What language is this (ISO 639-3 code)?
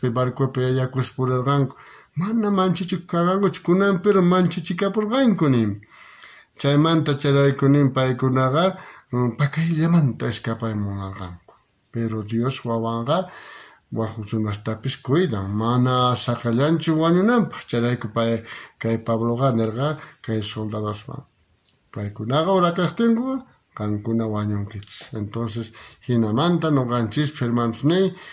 quh